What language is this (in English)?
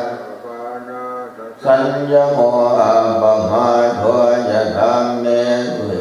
Pali